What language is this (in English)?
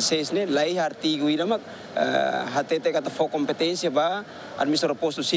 Tetum